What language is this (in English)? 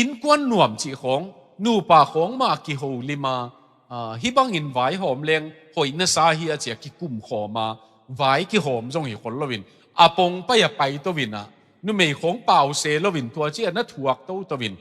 Tedim Chin